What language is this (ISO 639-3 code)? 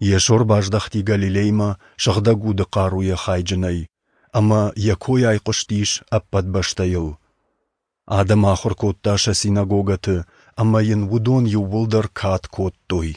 oss